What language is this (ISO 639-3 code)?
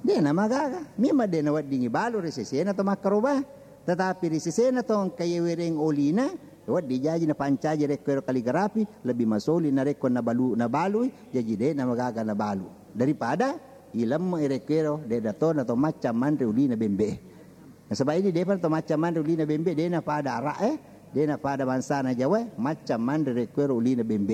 bug